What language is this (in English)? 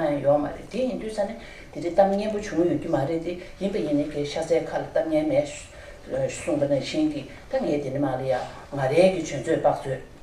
Tibetan